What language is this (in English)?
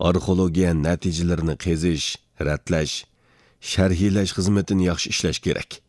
Uyghur